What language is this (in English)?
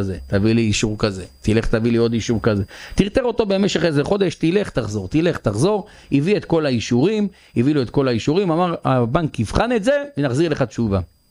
Hebrew